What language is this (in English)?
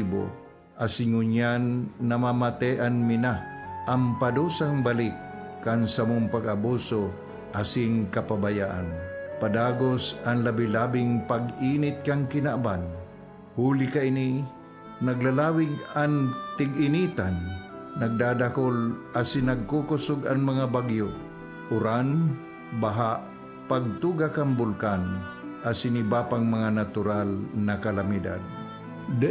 Bikol